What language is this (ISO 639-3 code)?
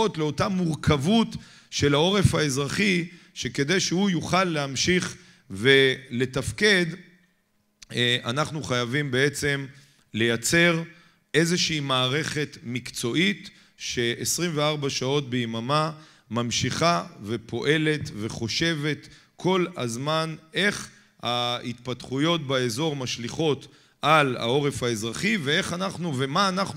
heb